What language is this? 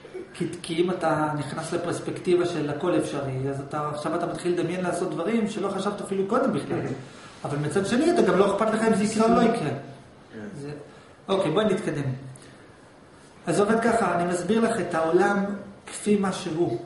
Hebrew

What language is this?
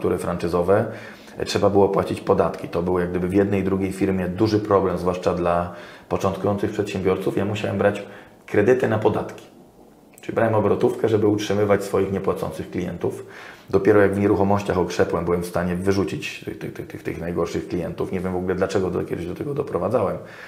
Polish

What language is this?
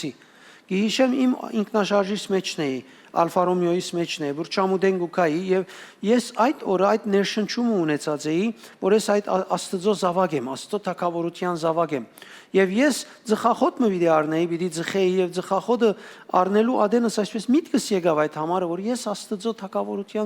Western Armenian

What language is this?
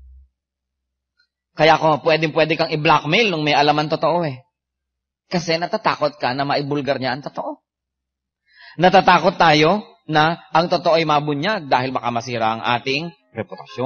Filipino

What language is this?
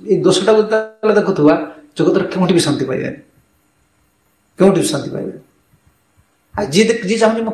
Odia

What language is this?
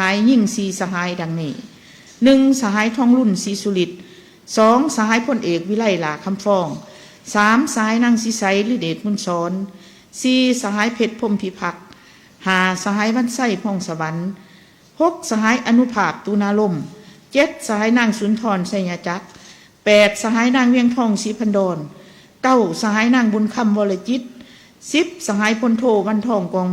Lao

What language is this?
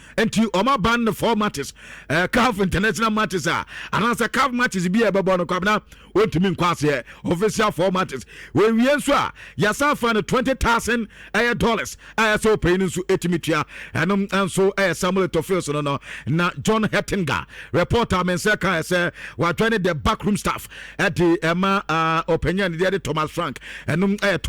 Akan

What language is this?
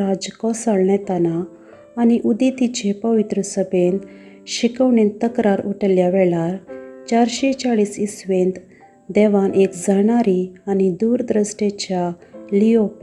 Konkani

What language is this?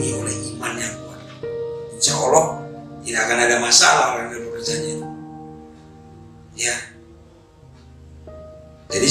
Indonesian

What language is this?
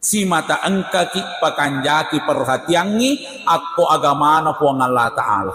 Buginese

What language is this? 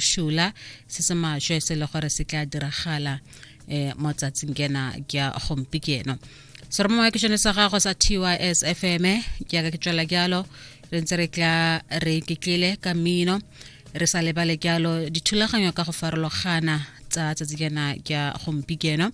Tswana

